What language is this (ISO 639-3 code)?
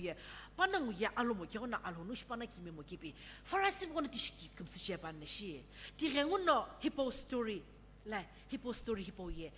nsm